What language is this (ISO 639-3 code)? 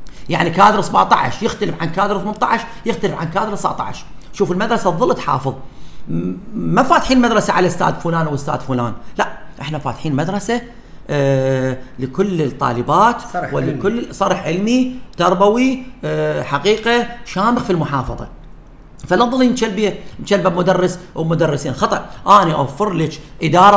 acm